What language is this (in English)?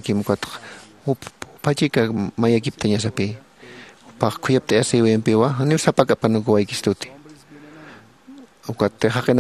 Aymara